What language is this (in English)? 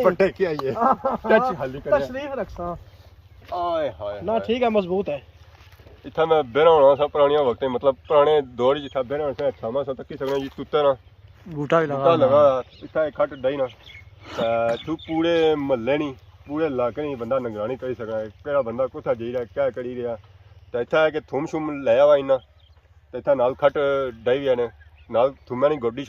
Pahari-Potwari